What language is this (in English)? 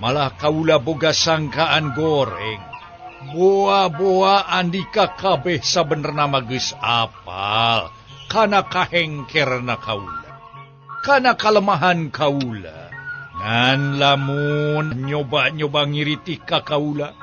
Sundanese